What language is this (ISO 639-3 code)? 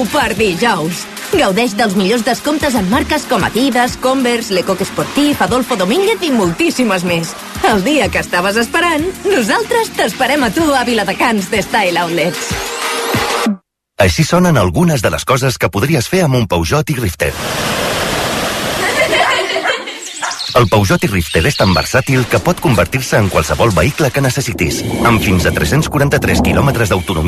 cat